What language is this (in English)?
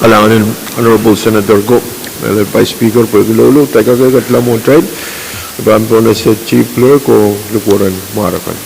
Pohnpeian